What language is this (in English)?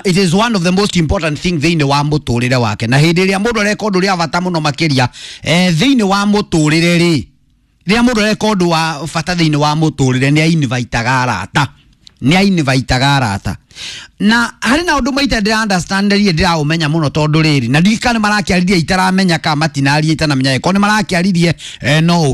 Kikuyu